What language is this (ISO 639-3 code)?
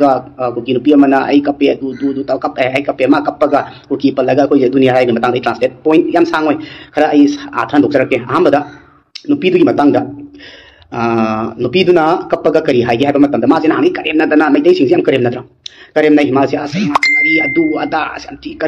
mni